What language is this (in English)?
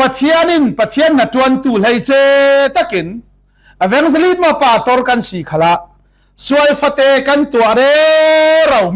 Falam Chin